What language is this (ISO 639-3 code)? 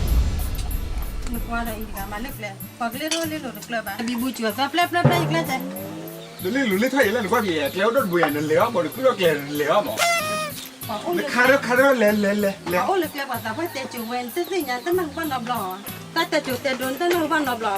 ksw